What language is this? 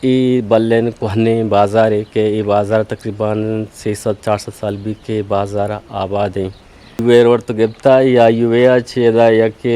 Eastern Balochi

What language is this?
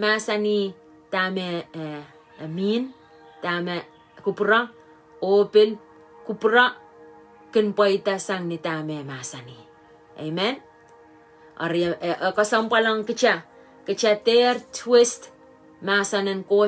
Pohnpeian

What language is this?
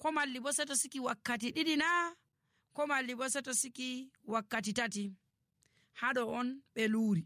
Nigerian Fulfulde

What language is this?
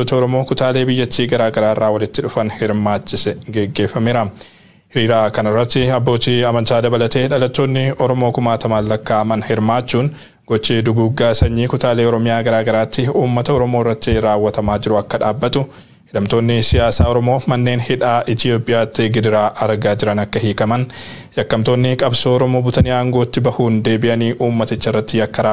Oromo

